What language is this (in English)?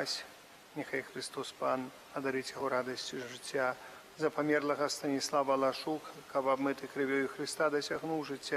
Belarusian